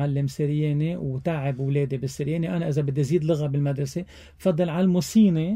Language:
North Levantine Arabic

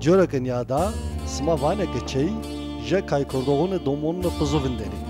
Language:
Zaza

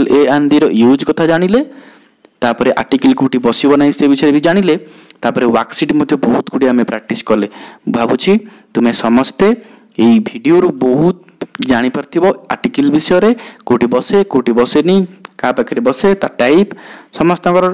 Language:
Odia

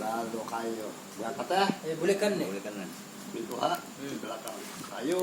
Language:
Banjar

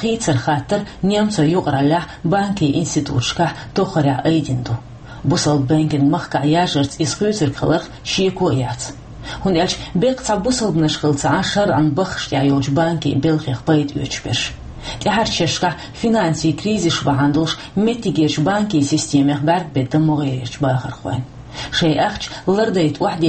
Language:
Chechen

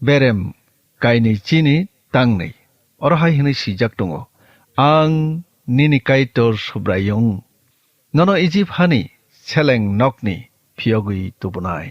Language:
Kok Borok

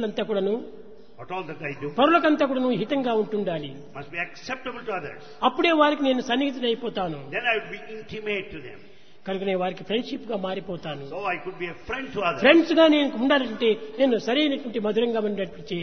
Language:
Telugu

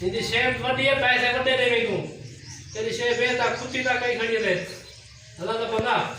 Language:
Saraiki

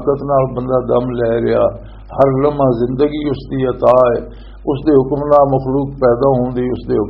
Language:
Western Panjabi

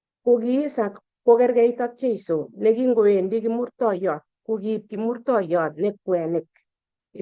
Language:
Kalenjin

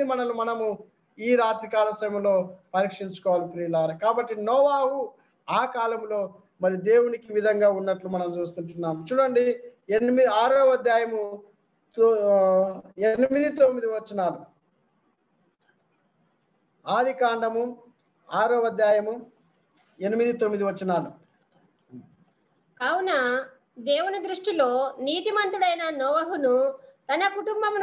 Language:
Telugu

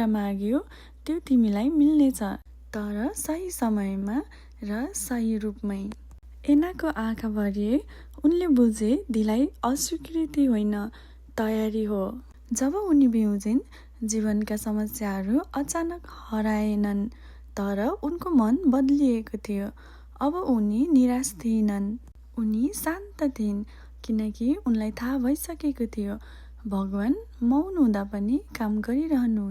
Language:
Nepali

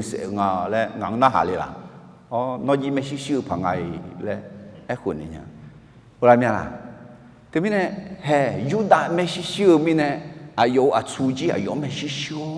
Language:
Akha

